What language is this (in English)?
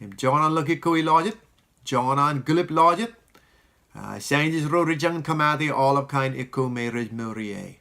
Marshallese